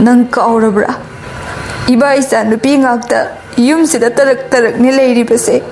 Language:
Manipuri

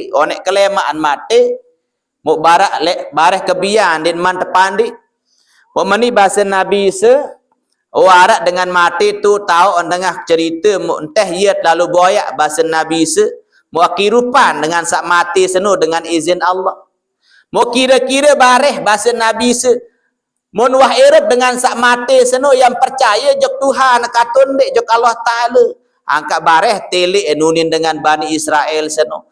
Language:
Sasak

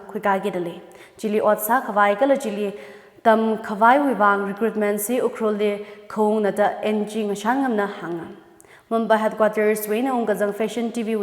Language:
Tangkhul Naga (India)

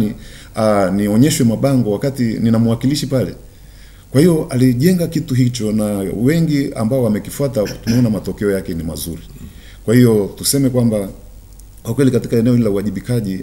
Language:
Swahili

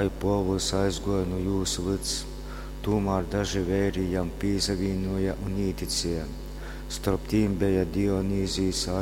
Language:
Latgalian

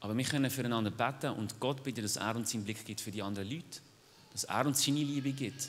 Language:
Swiss German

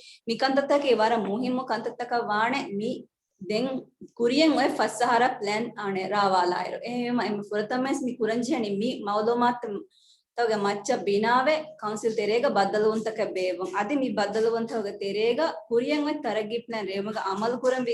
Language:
Divehi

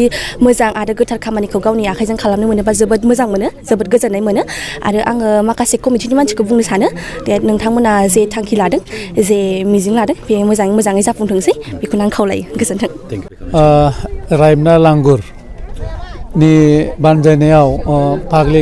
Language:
Bodo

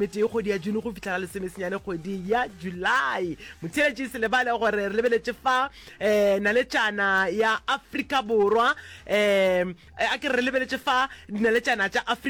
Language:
Northern Sotho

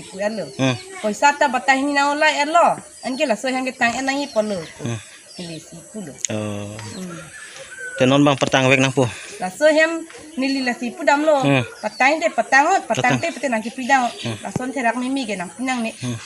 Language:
Karbi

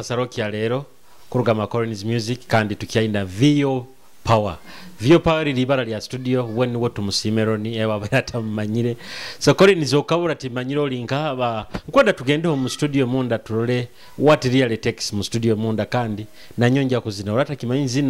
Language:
Nyoro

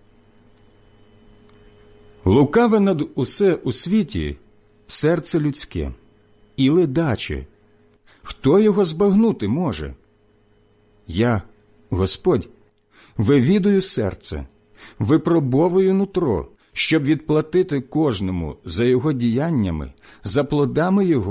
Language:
Ukrainian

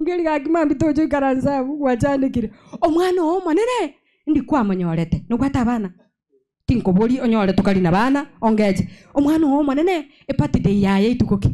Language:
Gusii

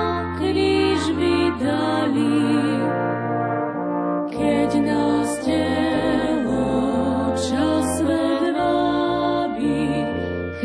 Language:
Slovak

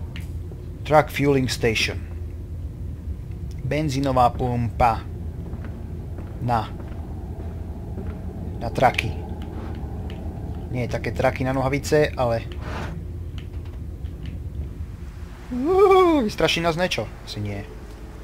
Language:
Slovak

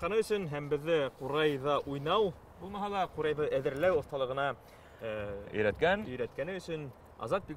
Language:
Bashkir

